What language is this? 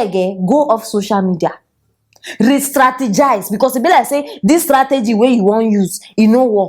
Nigerian Pidgin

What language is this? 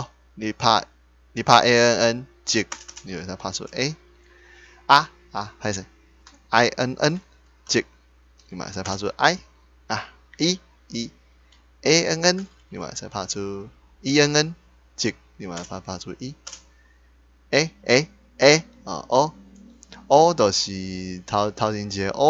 Min Nan Chinese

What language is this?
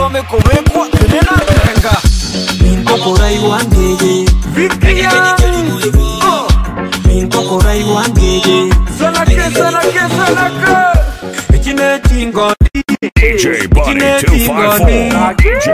Gusii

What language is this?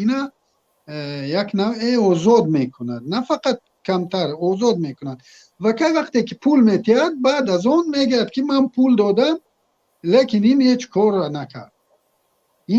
Tajik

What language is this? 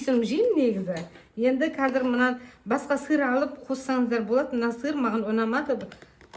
Kazakh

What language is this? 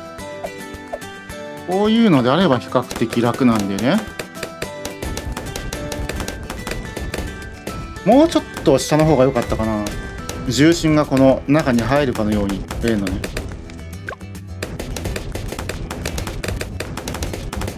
Japanese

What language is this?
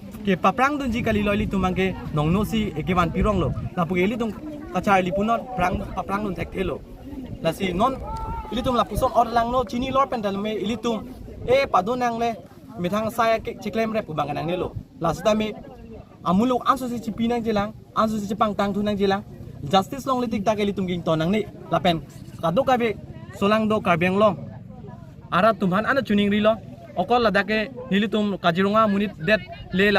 Karbi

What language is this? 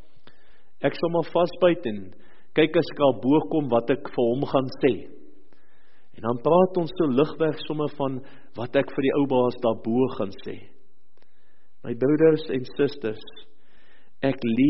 Afrikaans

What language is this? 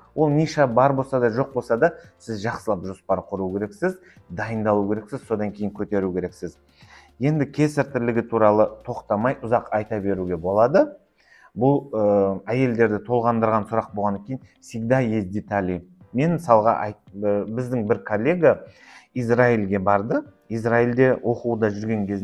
Kazakh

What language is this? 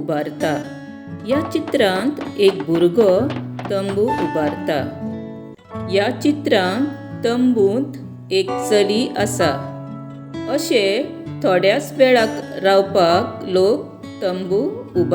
Konkani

